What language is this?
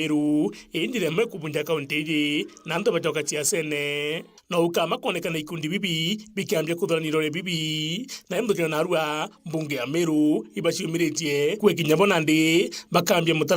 Meru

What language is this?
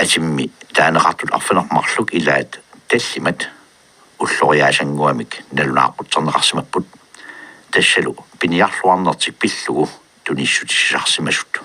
Kalaallisut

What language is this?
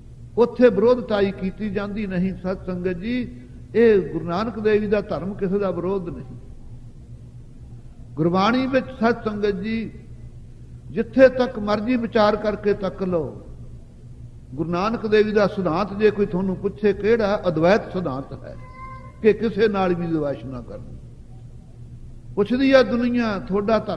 Punjabi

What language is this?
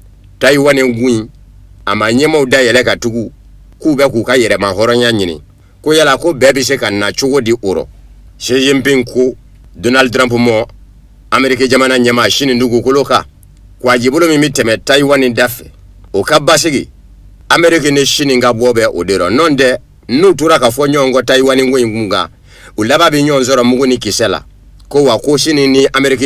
Bambara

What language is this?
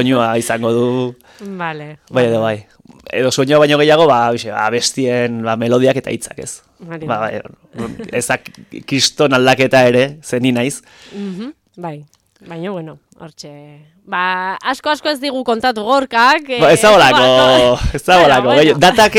Basque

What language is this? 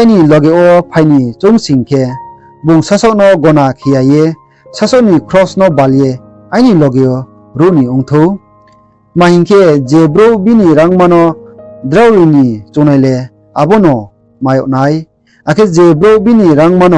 Riang (India)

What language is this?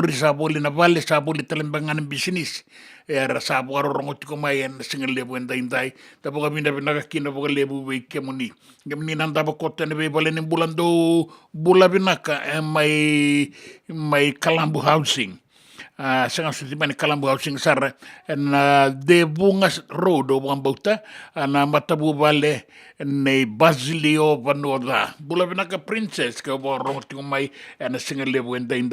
Fijian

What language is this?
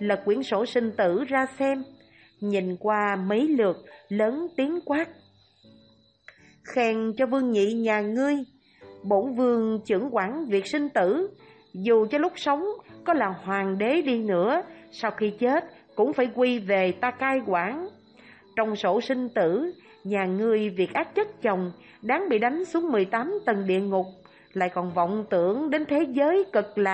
Vietnamese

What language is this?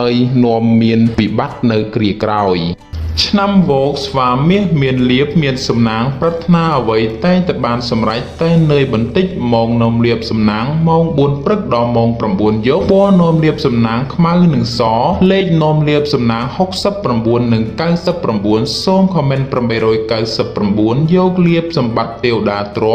Khmer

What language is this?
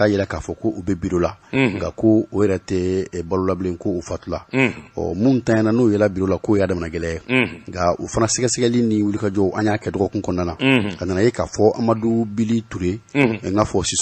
Bambara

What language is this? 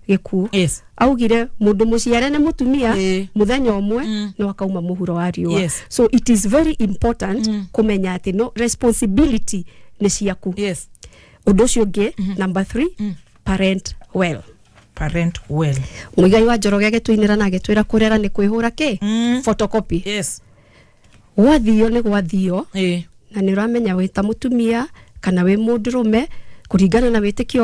Kikuyu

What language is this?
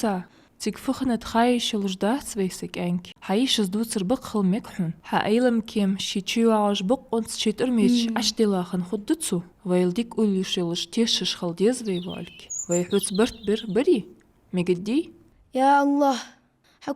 Ingush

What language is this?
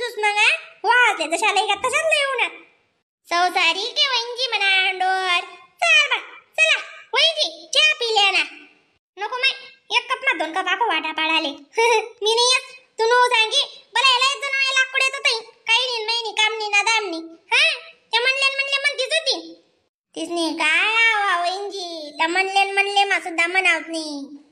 Khandesi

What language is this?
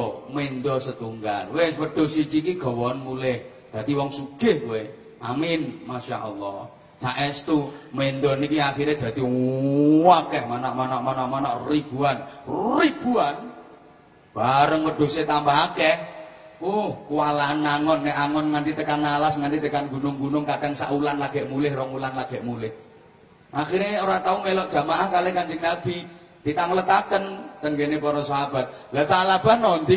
Javanese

